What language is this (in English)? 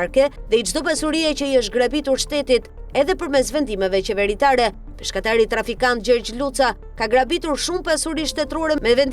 Albanian